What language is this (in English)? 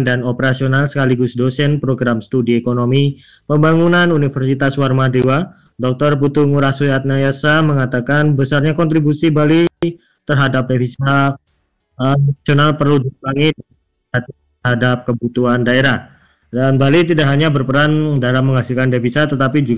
Indonesian